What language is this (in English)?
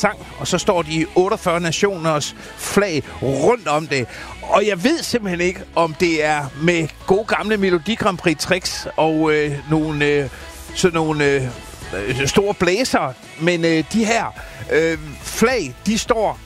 Danish